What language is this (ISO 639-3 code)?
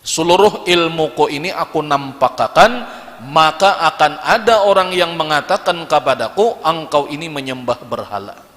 bjn